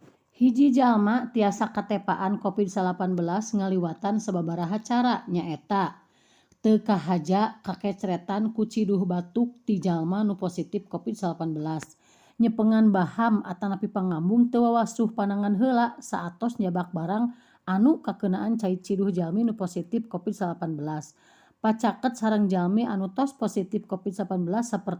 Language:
Sundanese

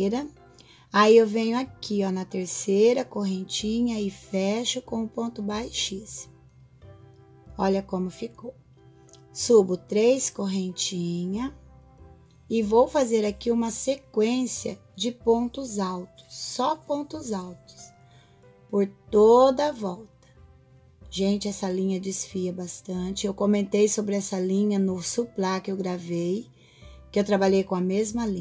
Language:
Portuguese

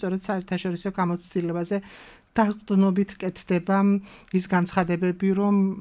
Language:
Georgian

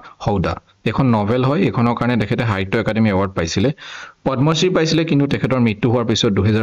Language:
Assamese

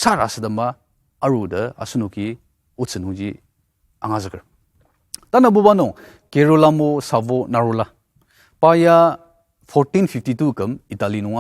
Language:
Ao Naga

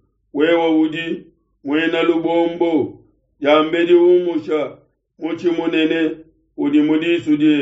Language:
Luba-Lulua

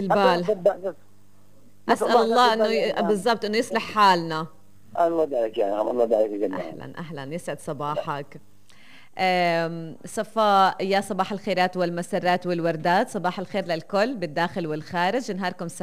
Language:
North Levantine Arabic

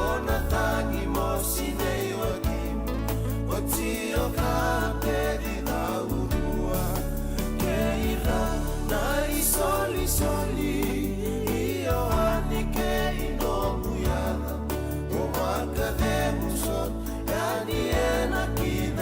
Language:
Fijian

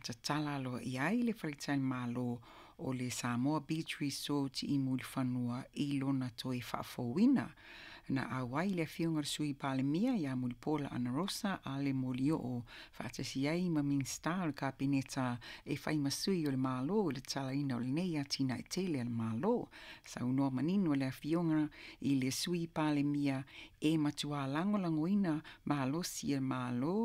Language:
Samoan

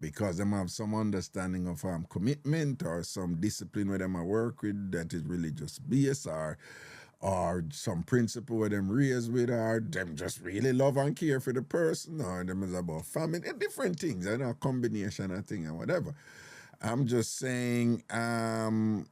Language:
Jamaican Creole English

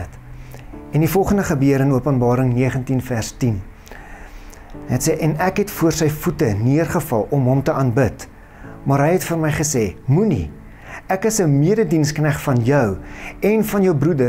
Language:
Afrikaans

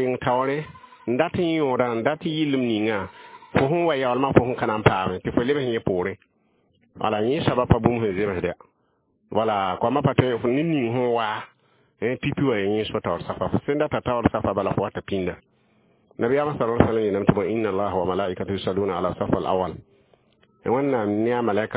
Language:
Mossi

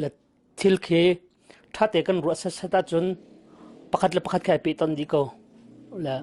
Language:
Hakha Chin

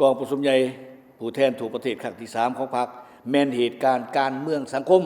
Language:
Lao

